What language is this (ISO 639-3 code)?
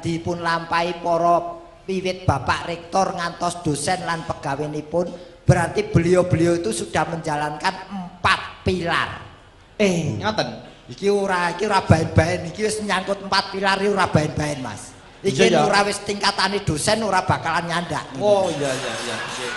jav